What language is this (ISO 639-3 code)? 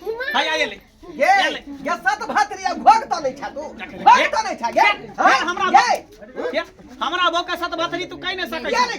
mai